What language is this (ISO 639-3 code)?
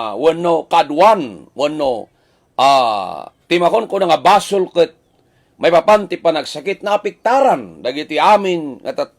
ilo